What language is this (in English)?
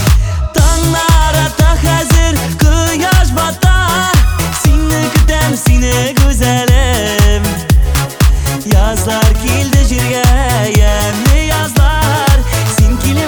Kazakh